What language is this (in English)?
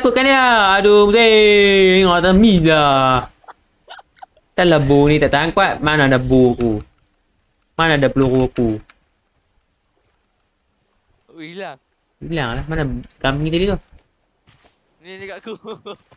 Malay